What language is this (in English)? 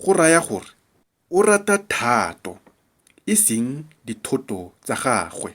Tswana